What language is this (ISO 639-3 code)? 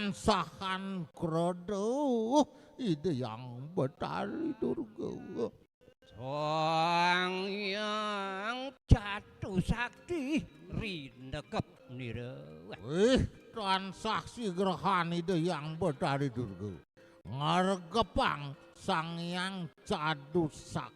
ban